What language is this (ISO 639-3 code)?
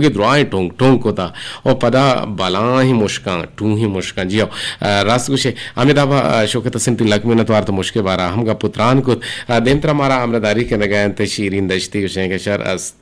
bgp